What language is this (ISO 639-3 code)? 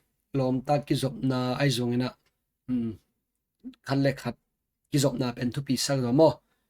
ctd